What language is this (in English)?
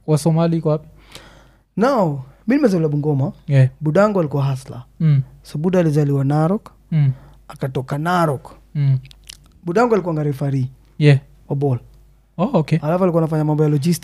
Swahili